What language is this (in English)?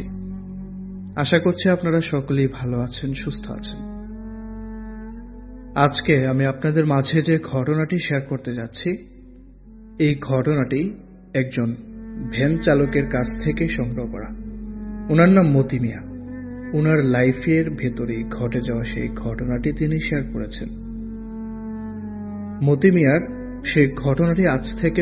Bangla